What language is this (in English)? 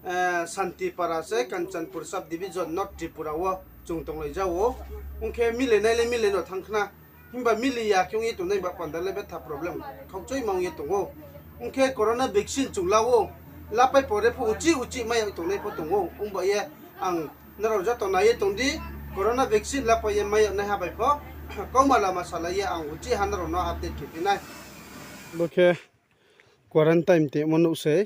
Riang (India)